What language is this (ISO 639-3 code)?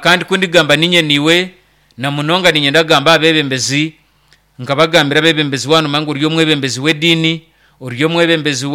nyn